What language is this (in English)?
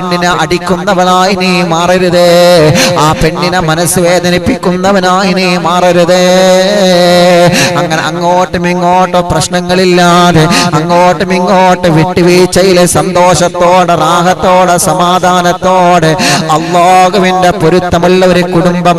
Malayalam